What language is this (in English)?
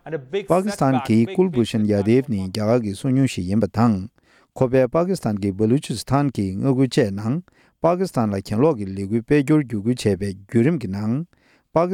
Tibetan